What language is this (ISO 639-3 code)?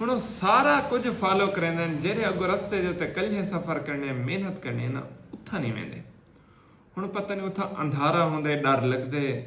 skr